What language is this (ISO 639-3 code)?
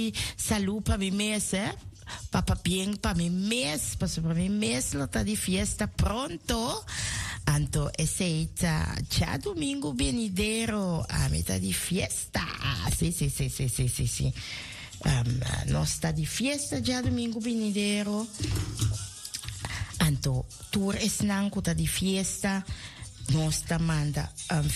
pap